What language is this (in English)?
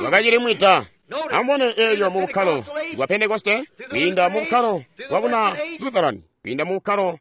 Tonga (Zambia)